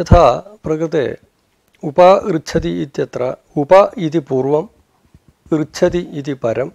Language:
Sanskrit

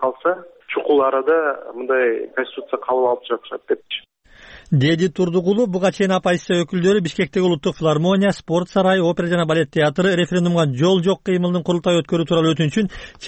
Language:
Kyrgyz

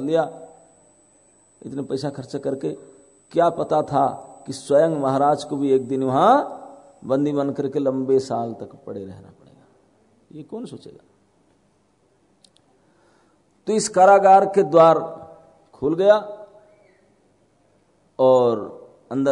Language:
Hindi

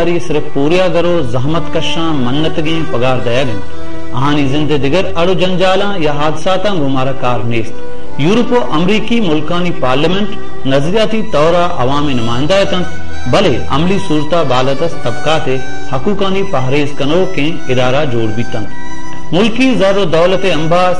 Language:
Baluchi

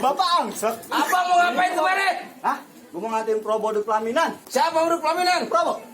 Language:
Betawi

